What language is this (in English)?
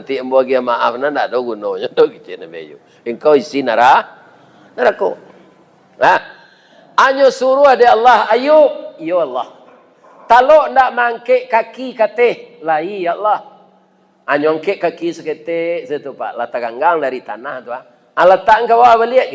Minangkabau